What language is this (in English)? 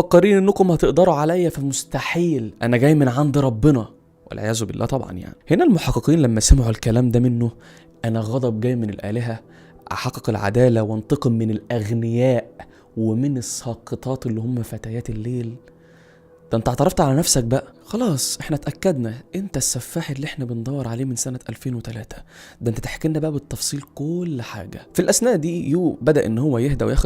Egyptian Arabic